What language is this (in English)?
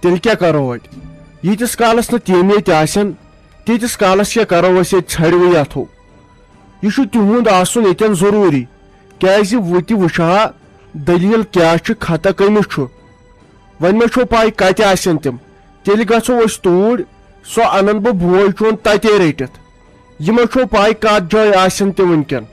Kashmiri